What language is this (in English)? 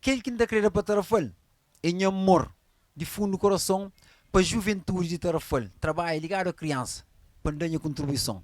Kabuverdianu